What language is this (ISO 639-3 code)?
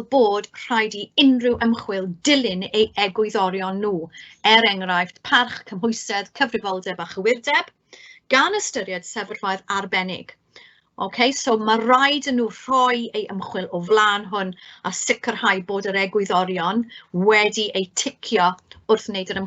cym